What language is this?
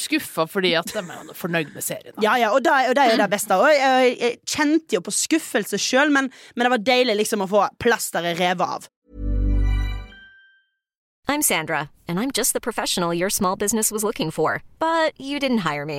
Norwegian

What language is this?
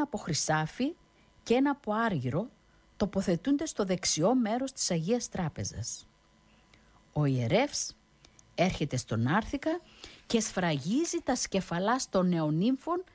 Greek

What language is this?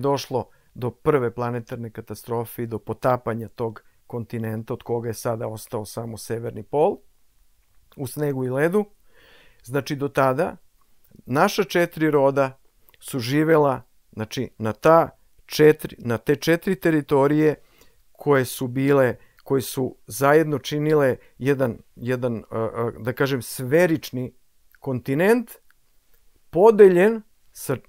Serbian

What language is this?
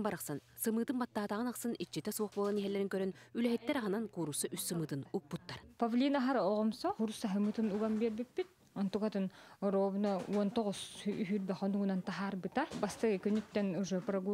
Yakut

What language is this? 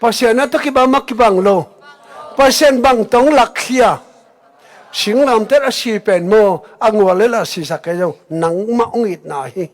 Tedim Chin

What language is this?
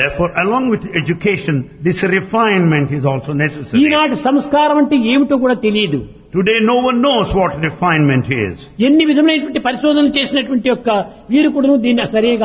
Telugu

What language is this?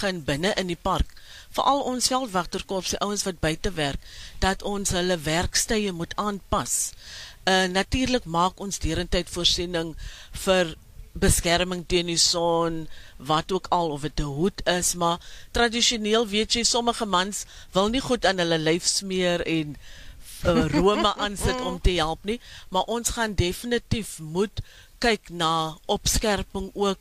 Afrikaans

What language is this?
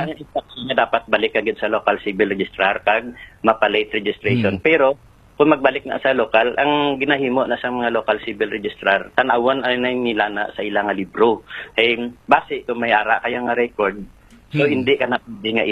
Hiligaynon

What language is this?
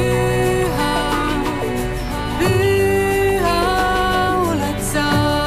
Estonian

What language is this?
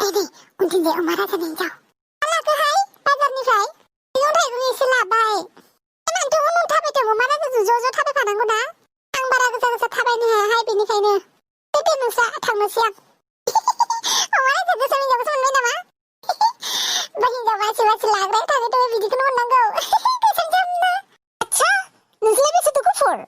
Bodo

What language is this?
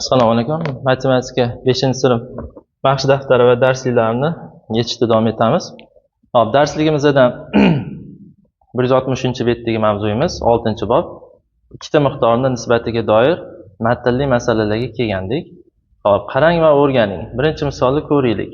Uzbek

